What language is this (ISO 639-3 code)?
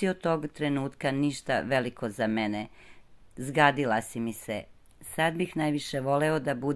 srp